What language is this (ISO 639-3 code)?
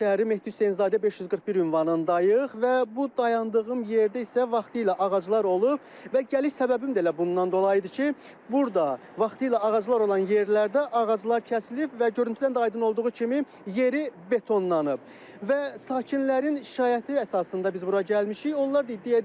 aze